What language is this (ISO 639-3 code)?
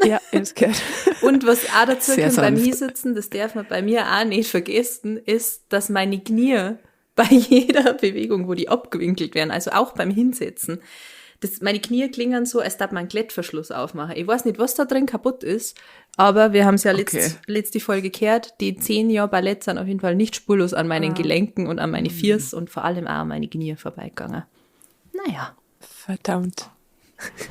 bar